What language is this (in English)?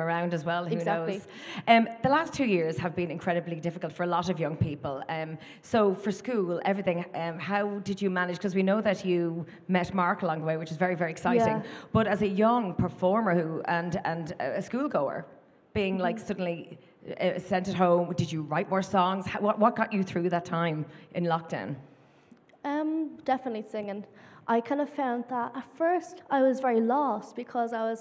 English